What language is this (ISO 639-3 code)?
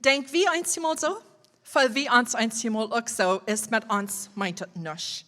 pdt